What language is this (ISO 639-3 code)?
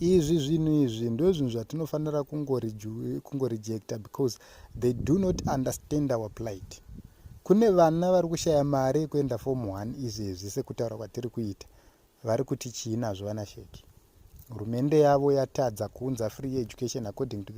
sna